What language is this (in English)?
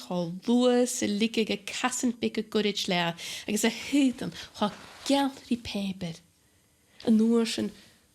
Scottish Gaelic